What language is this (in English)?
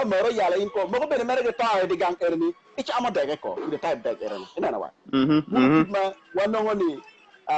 Acoli